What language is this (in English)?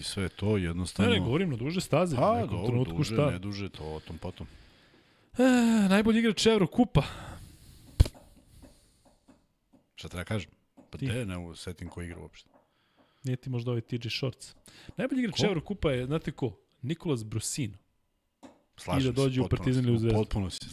Serbian